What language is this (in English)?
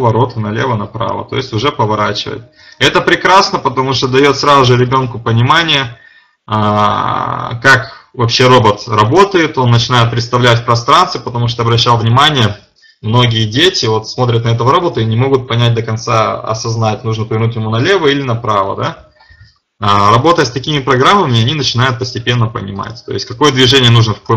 Russian